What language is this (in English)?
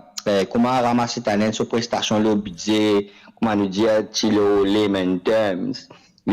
Morisyen